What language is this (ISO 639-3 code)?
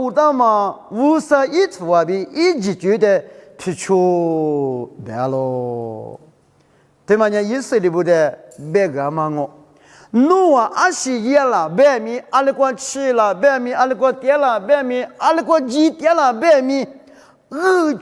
lis